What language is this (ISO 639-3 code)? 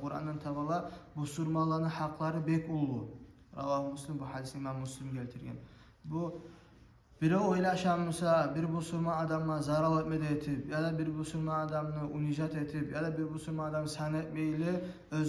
kum